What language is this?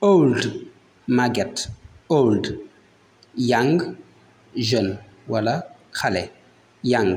Wolof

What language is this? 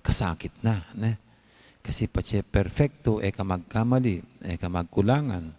Pampanga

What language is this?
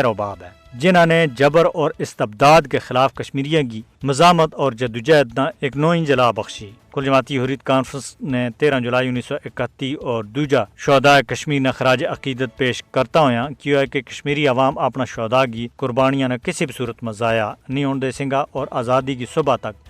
Gujari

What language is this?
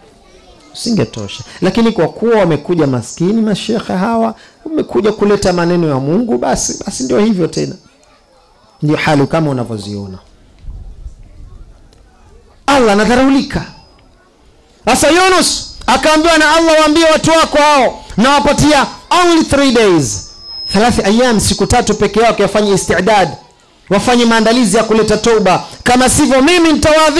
Swahili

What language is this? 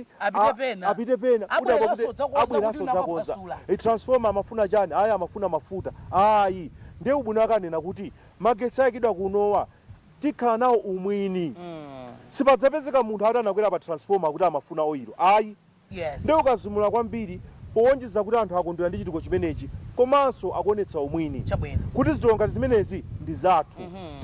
Nyanja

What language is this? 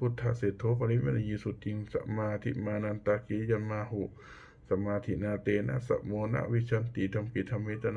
Pali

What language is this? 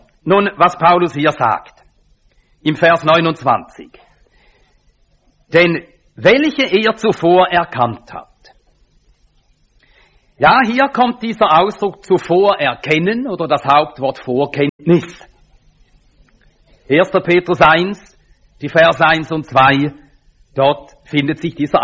German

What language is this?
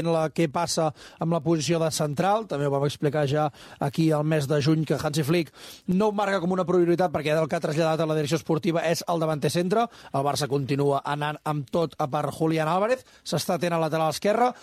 Catalan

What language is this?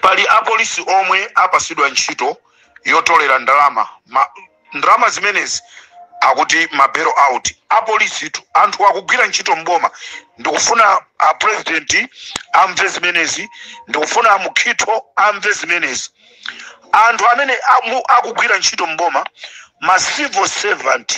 Nyanja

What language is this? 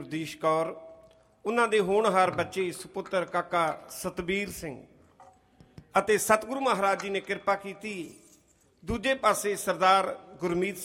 Punjabi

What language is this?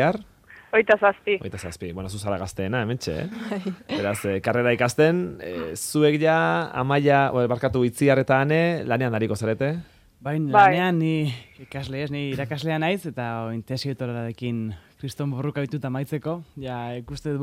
Basque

